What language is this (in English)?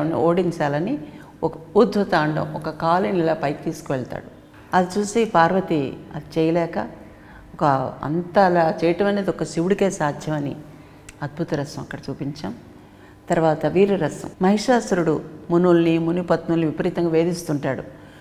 Telugu